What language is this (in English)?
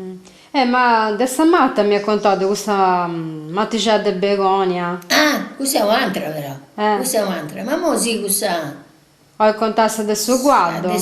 Sardinian